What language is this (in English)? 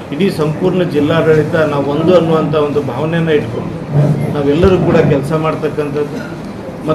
Kannada